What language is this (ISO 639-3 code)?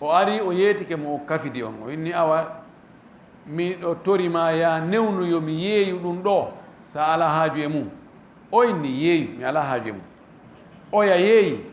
ful